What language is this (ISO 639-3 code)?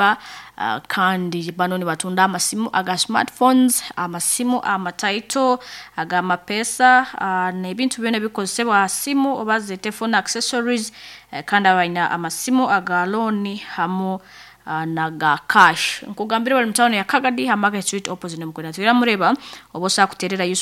nyn